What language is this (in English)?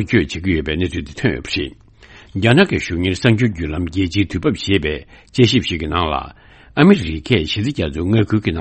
Tibetan